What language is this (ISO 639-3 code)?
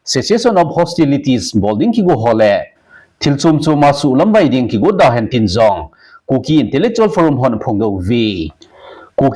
tcz